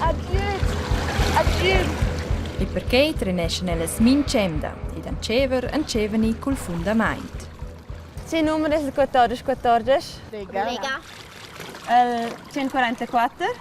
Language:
Romansh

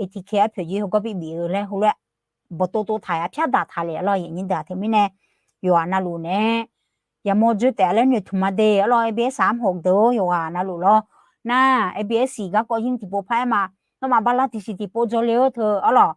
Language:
Akha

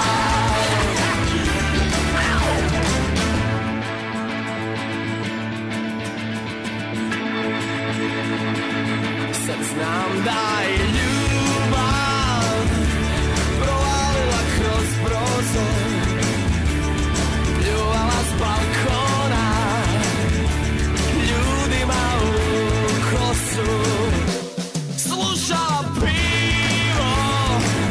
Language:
Serbian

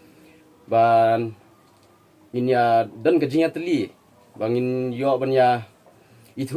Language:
Khasi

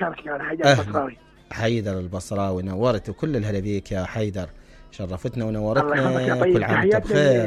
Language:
Mesopotamian Arabic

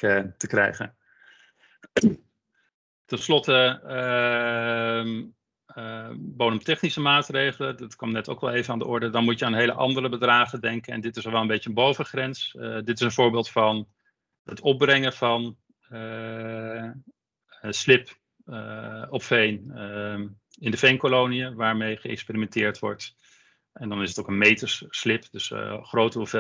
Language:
Dutch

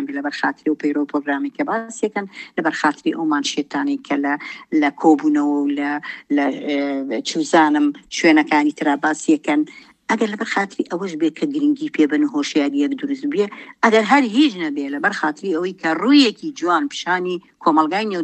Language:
Central Kurdish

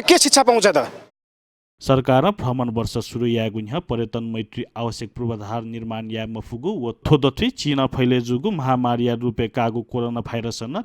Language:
Newari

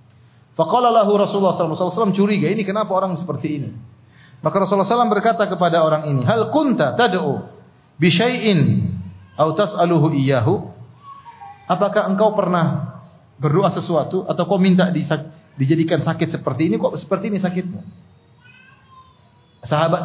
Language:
Indonesian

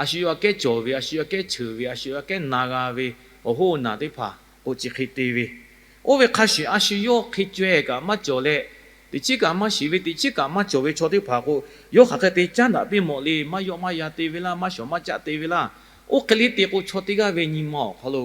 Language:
Lahu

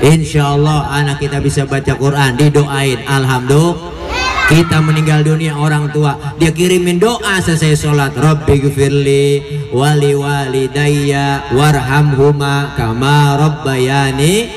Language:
Betawi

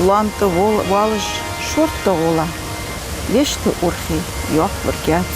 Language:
Ingush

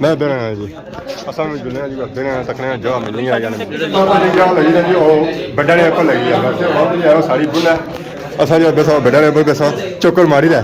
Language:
Pahari-Potwari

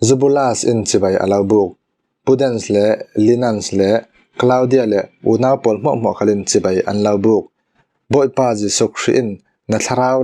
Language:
Falam Chin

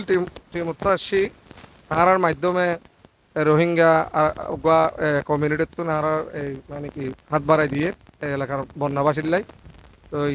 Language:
Rohingya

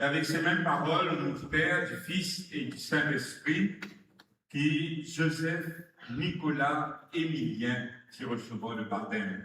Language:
Morisyen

